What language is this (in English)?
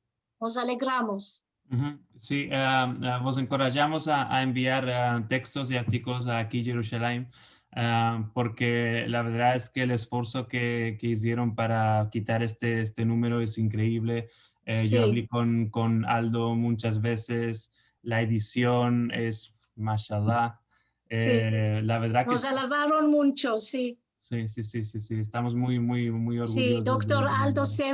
Ladino